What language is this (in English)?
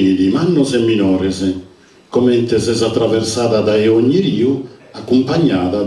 Sardinian